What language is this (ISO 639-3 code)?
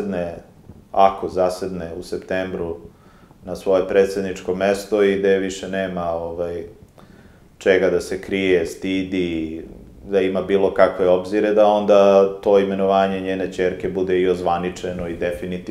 srp